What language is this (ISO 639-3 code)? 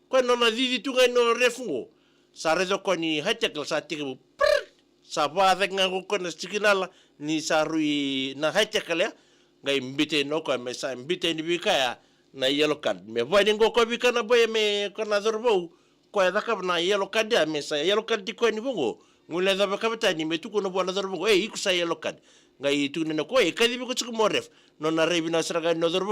fij